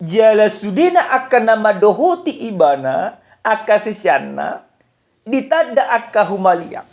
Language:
Batak Toba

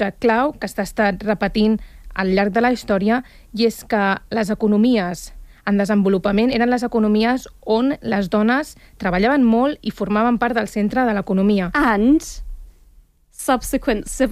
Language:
Catalan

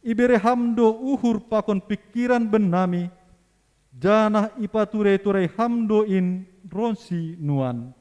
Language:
Batak Simalungun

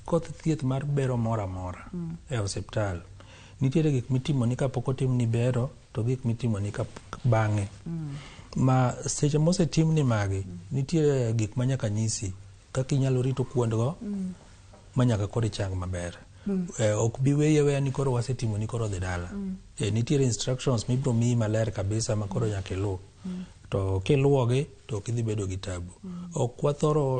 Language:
Luo (Kenya and Tanzania)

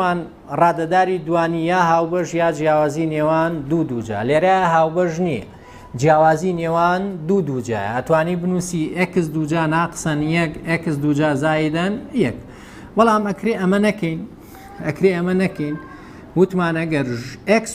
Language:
Central Kurdish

